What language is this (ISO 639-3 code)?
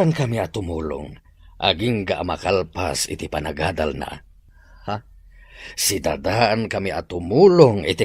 ilo